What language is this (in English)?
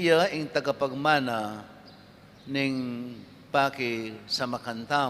Pampanga